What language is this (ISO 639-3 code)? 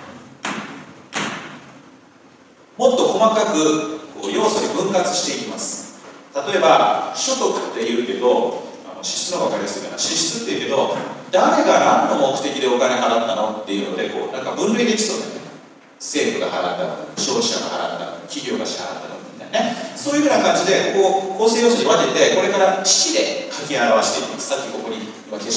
jpn